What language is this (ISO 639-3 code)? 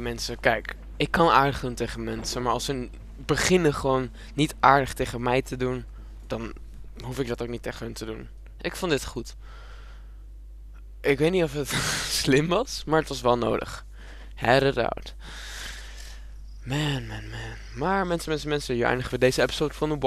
nld